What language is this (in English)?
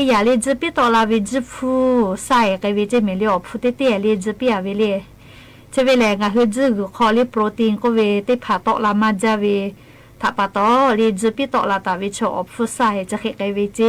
Lahu